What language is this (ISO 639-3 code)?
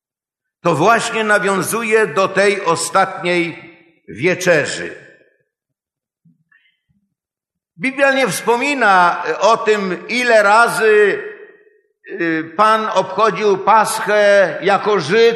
pol